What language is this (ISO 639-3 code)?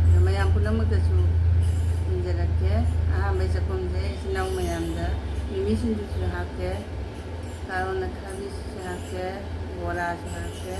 mni